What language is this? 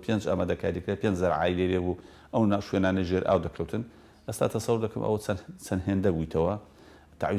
Central Kurdish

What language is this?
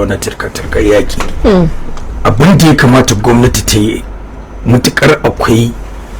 Hausa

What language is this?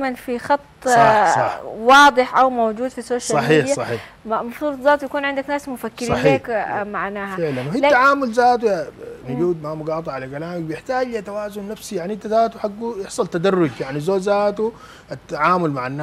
Sudanese Arabic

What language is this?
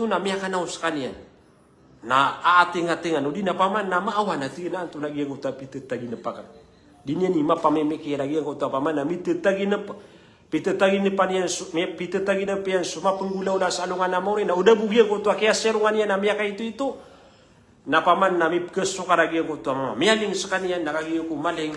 Maranao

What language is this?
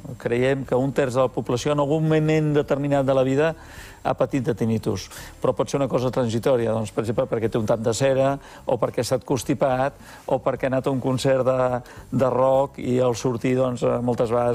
Catalan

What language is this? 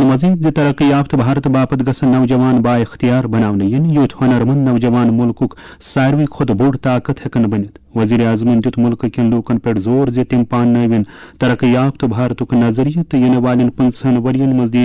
Kashmiri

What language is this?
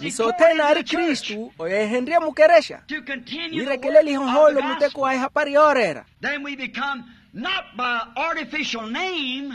Makhuwa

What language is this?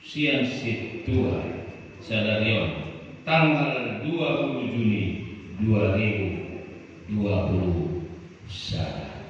Batak Toba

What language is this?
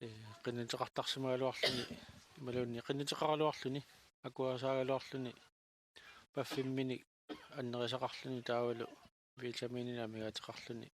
Kalaallisut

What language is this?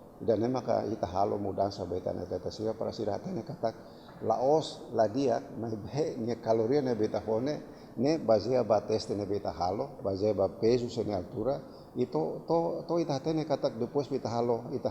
Tetum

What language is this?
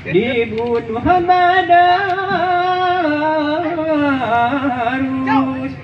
Minangkabau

